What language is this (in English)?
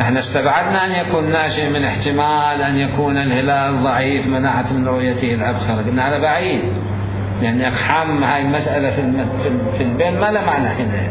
Mesopotamian Arabic